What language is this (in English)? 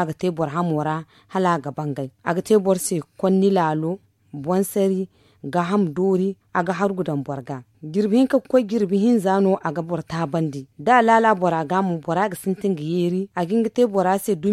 Zarma